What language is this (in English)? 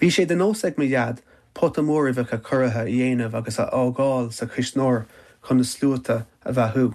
Irish